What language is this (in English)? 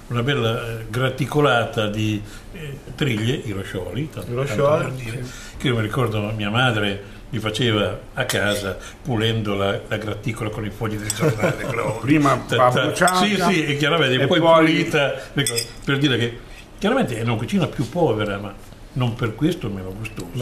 Italian